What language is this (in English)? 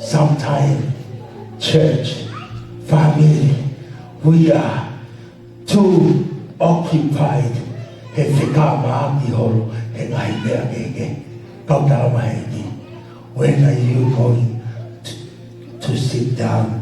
Tongan